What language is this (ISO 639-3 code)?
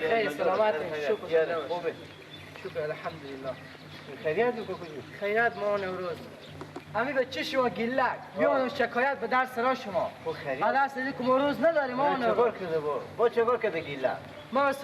fas